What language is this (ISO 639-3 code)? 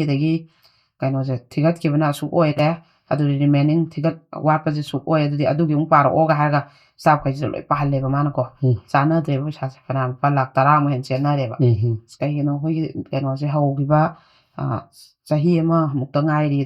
mni